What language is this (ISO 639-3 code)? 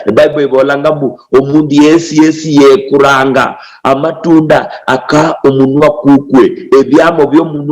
luy